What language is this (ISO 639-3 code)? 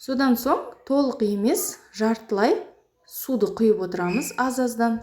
kaz